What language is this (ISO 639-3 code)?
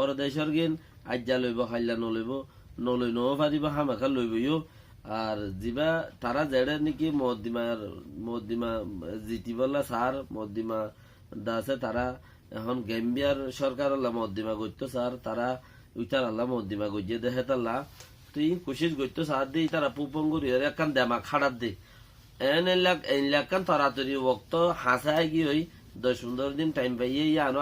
rhg